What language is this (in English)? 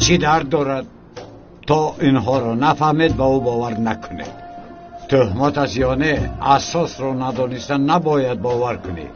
Tajik